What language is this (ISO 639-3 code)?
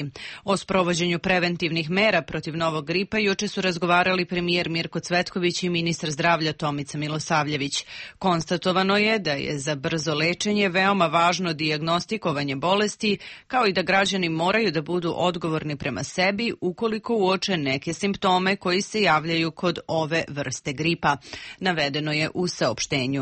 srp